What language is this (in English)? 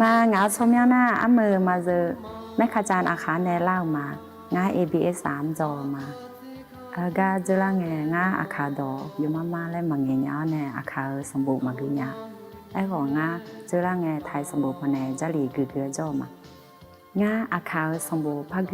Akha